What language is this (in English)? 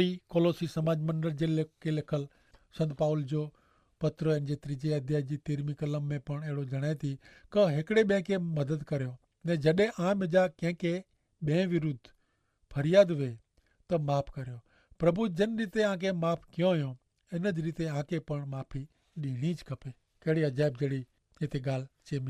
Kachhi